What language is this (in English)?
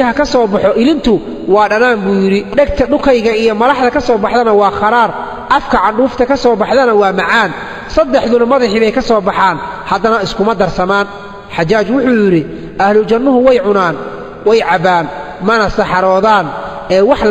Somali